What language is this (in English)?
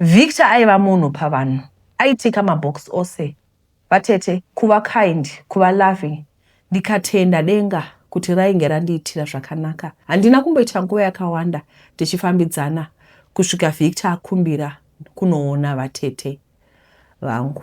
Shona